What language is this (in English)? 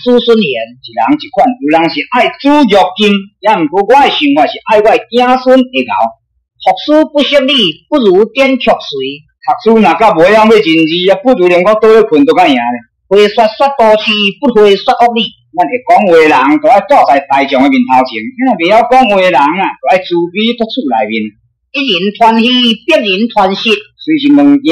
Min Nan Chinese